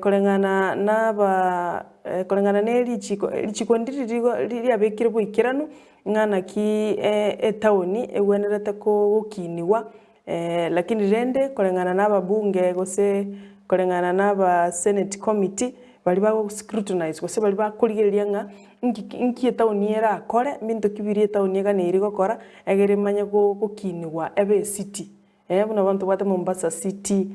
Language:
Gusii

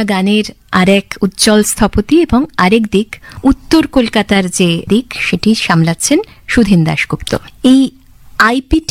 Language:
Bangla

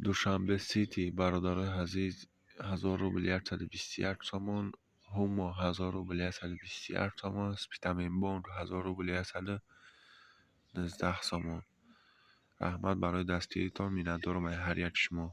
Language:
Tajik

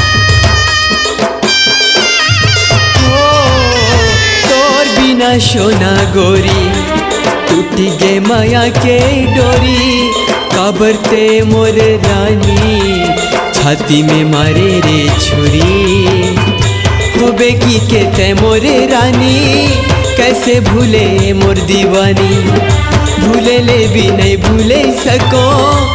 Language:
Chhattisgarhi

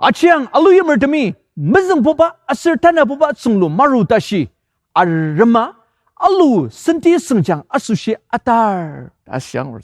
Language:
Ao Naga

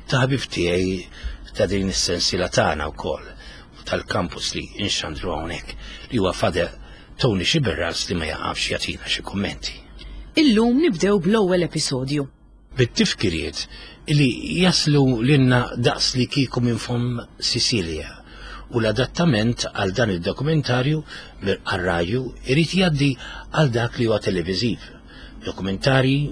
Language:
Maltese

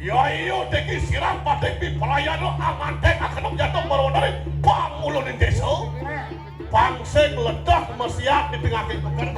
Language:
Balinese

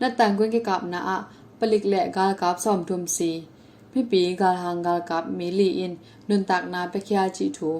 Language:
Tedim Chin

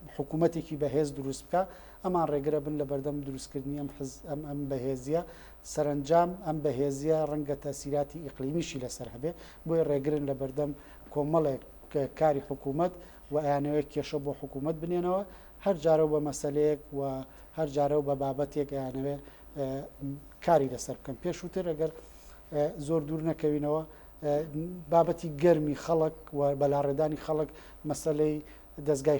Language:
Central Kurdish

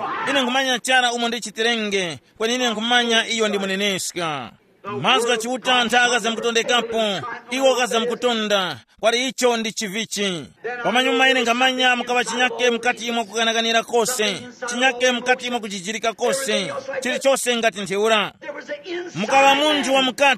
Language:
Tumbuka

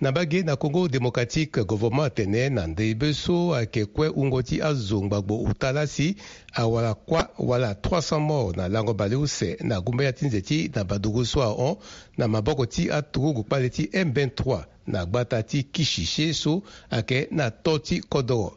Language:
Sango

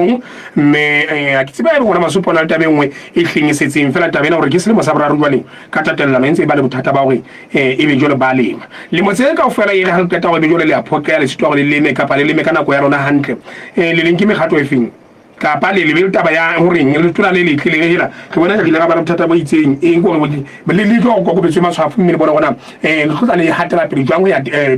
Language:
Southern Sotho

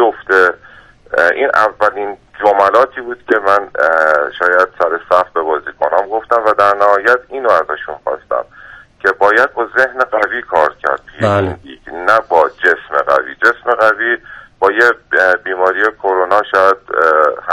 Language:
Persian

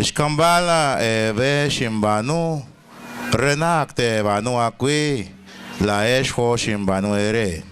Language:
Kekchí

